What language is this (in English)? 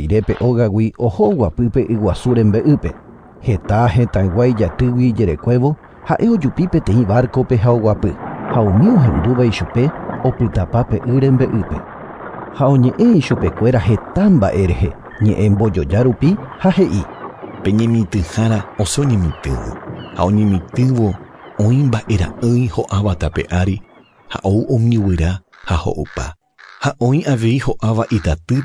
Guarani